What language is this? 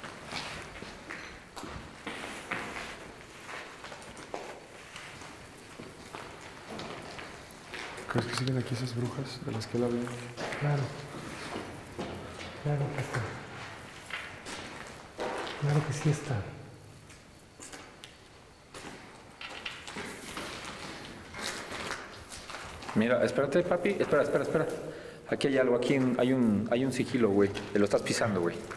Spanish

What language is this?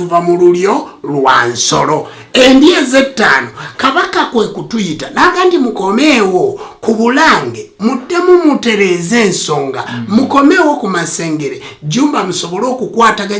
Ganda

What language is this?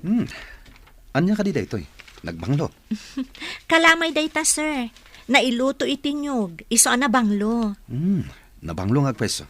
Iloko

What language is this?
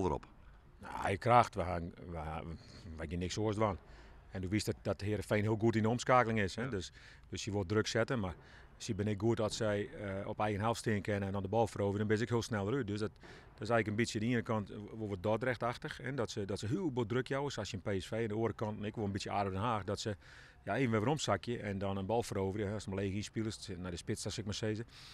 Western Frisian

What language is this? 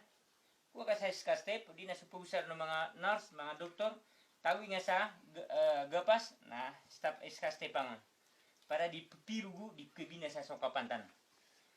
Maranao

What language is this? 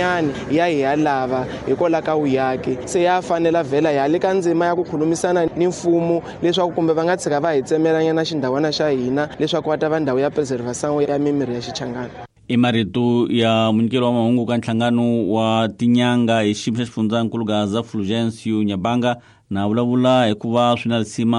Tsonga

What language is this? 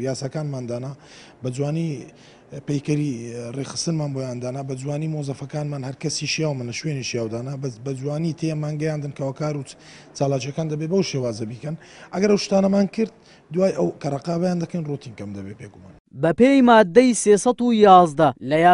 Central Kurdish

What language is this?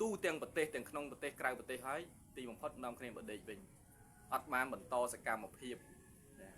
Khmer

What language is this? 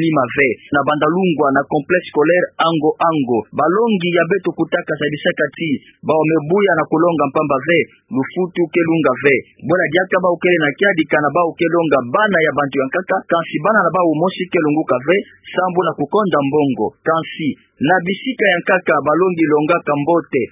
Kituba (Democratic Republic of Congo)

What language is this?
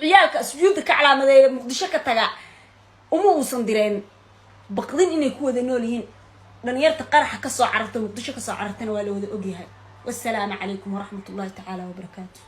Somali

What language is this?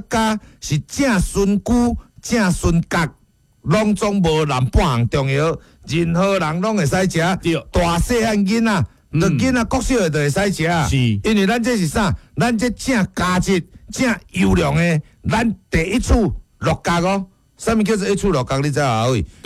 Min Nan Chinese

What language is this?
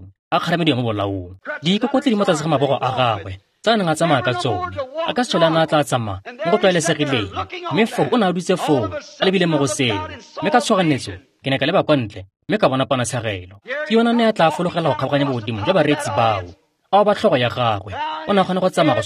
Tswana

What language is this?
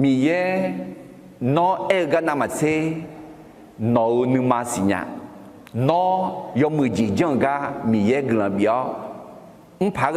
Akha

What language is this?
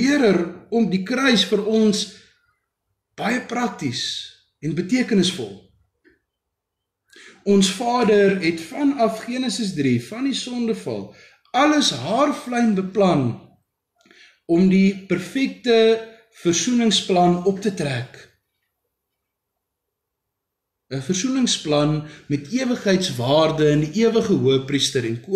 Afrikaans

